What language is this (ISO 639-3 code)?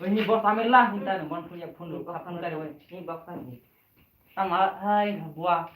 trp